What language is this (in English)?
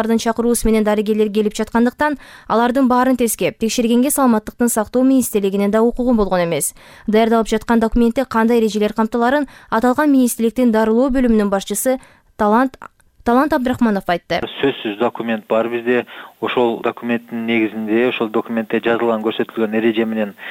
Kyrgyz